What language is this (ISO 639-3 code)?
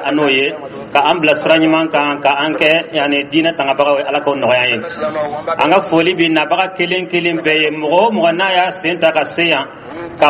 dyu